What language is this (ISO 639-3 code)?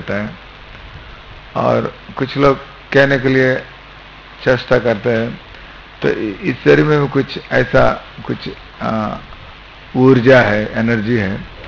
hin